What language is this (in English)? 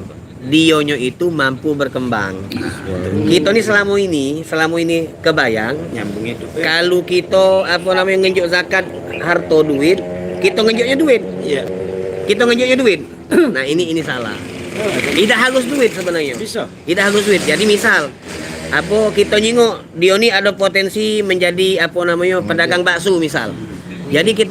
Musi